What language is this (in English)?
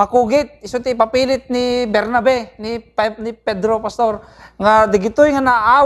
Iloko